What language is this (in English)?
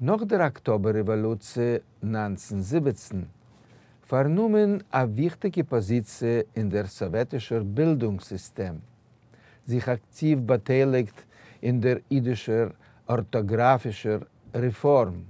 Yiddish